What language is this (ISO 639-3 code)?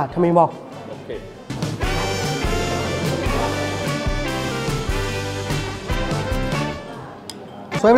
mya